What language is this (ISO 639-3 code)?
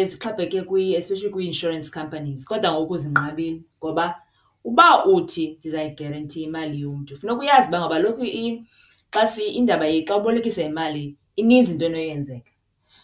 xho